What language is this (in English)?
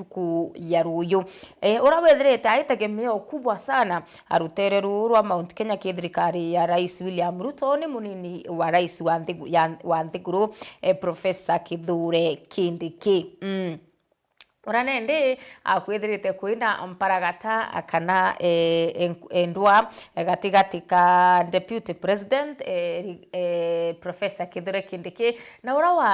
Meru